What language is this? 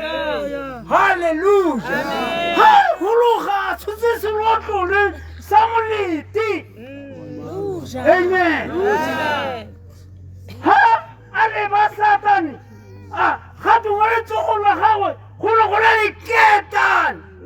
Tswana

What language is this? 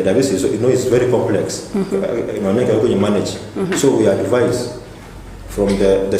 Gusii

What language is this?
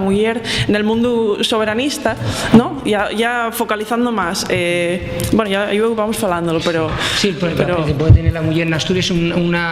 Asturian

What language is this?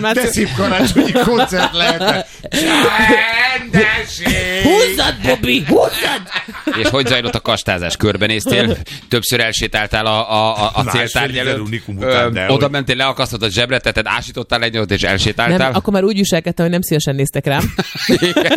Hungarian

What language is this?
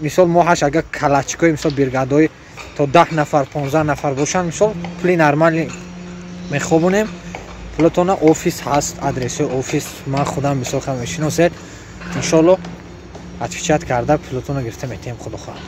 Tajik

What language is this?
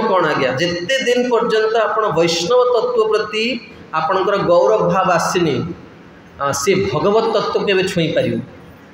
Odia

